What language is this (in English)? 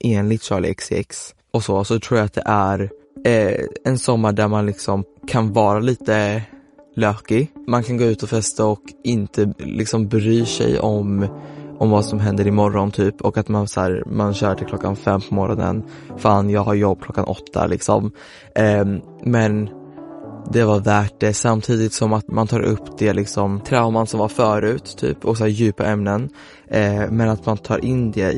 Swedish